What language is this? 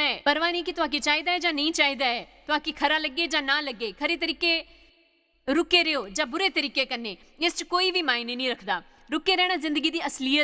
Dogri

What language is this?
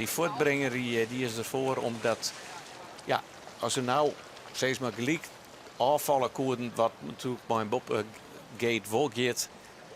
Western Frisian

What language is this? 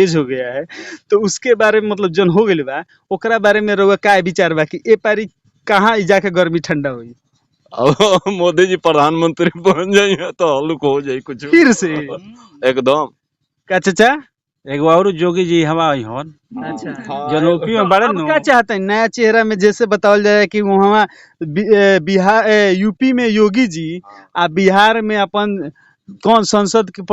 Bhojpuri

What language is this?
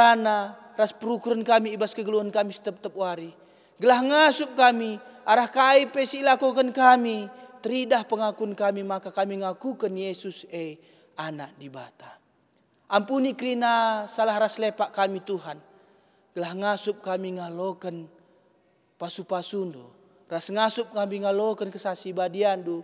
Batak Karo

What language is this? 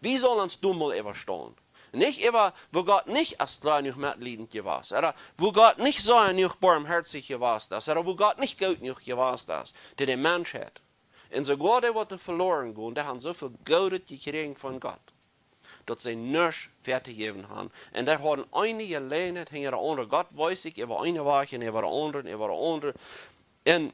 Plautdietsch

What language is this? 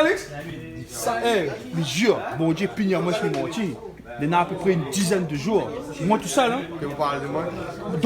Réunion Creole French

